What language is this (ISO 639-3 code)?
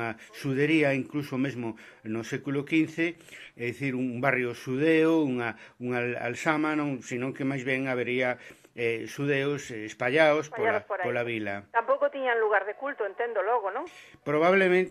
glg